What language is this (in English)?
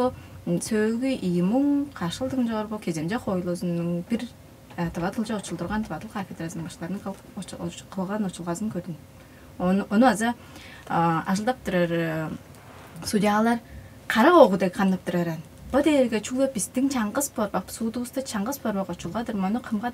Tuvinian